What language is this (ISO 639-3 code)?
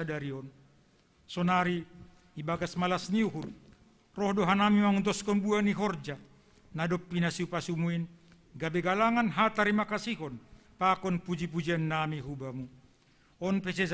bts